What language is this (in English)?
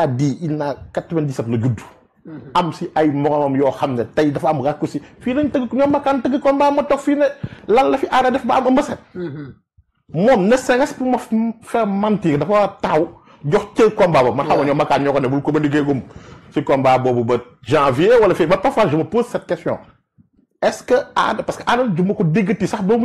Wolof